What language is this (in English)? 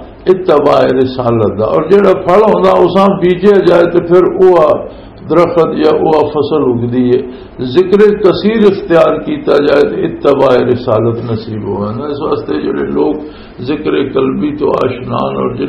Western Panjabi